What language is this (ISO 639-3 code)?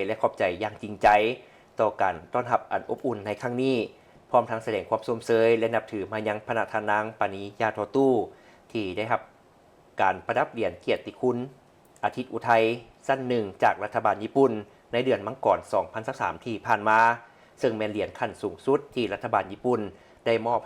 lao